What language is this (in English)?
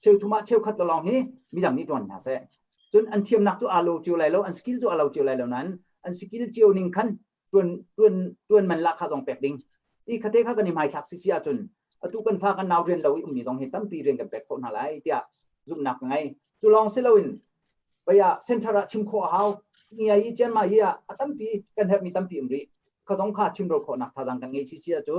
Hakha Chin